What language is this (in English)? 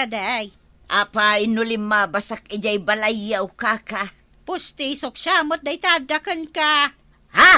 Iloko